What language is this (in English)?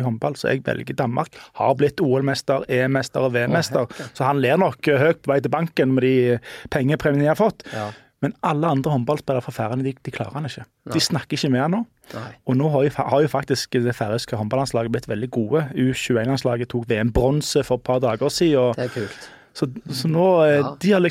Norwegian